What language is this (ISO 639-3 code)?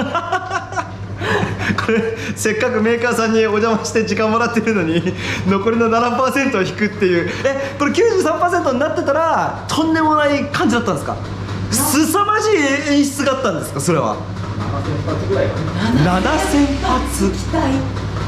jpn